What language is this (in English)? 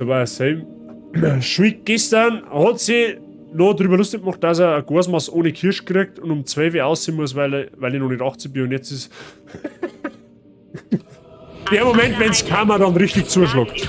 Bavarian